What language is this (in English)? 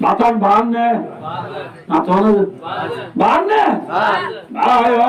Rohingya